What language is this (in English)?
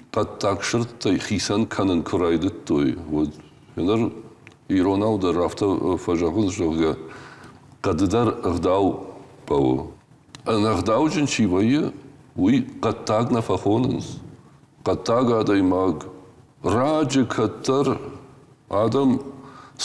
Ossetic